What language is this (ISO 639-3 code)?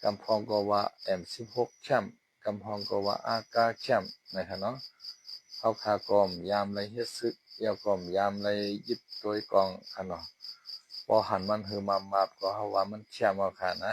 shn